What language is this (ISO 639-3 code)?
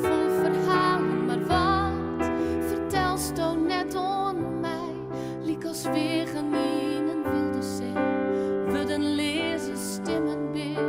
fry